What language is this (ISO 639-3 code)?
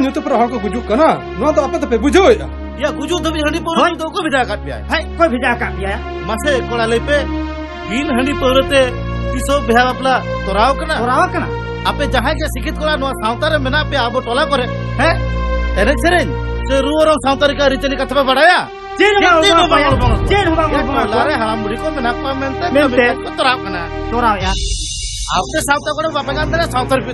sat